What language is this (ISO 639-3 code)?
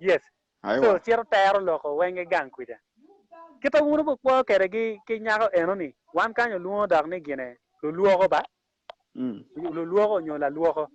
ach